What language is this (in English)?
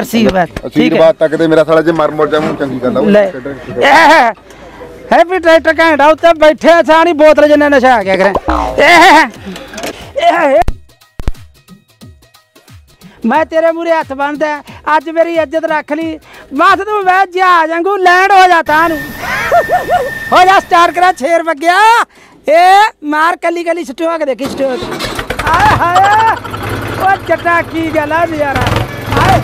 Punjabi